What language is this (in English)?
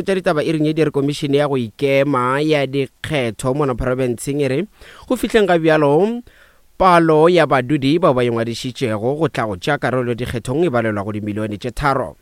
Northern Sotho